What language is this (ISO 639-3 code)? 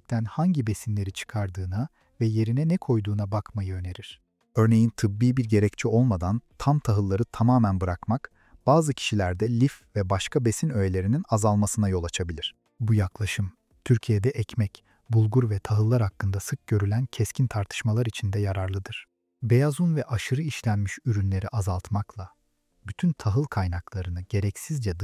tur